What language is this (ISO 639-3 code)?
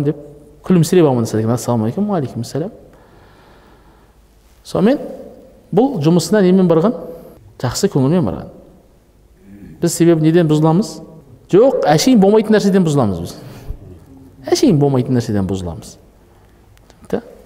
kaz